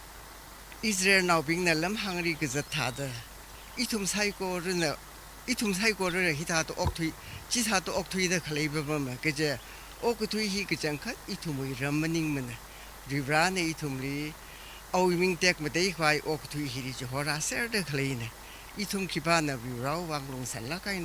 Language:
Tangkhul Naga (India)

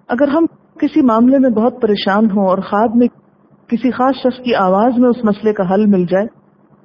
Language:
Urdu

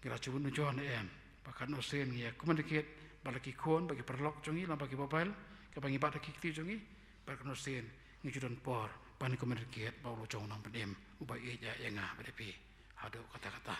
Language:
Khasi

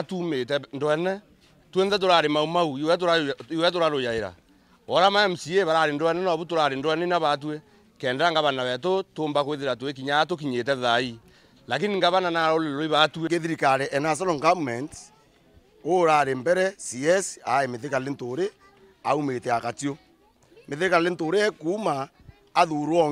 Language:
Meru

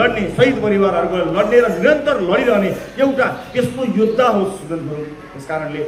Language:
Nepali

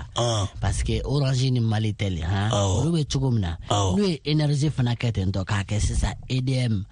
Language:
Bambara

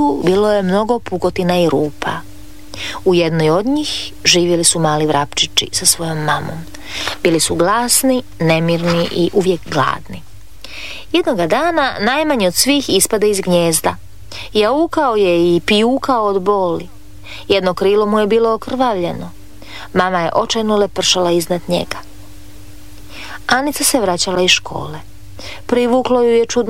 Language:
Croatian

